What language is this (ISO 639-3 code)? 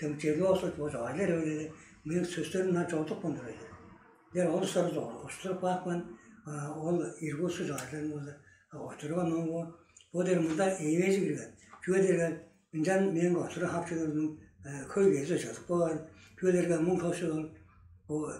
tyv